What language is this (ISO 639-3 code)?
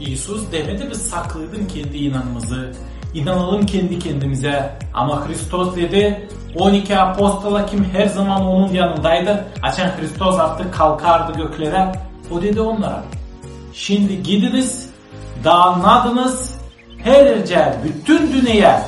gag